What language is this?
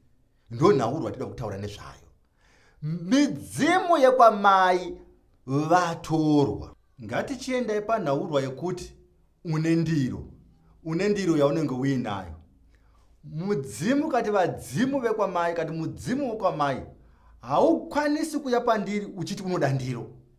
Shona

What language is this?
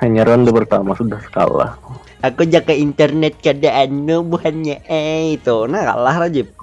Banjar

